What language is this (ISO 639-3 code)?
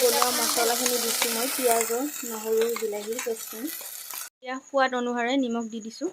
asm